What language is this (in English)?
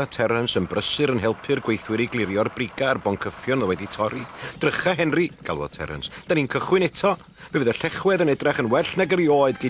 Welsh